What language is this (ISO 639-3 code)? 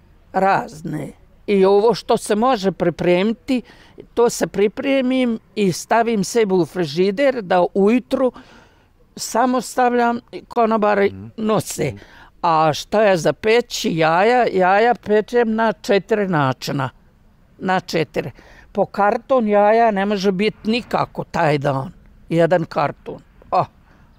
bos